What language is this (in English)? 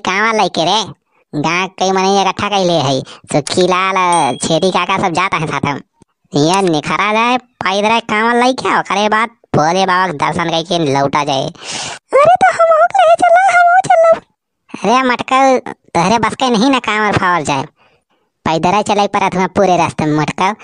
Awadhi